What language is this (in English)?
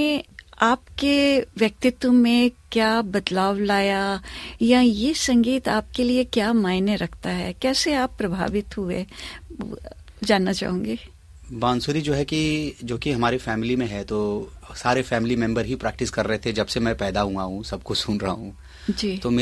Hindi